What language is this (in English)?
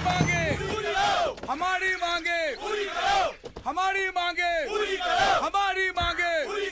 Bhojpuri